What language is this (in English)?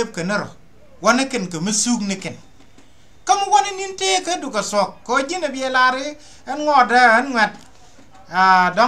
Nuer